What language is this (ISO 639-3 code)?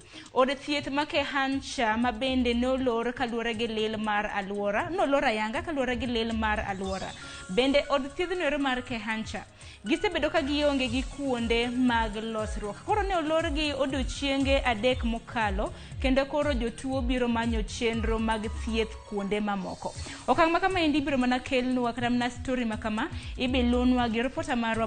luo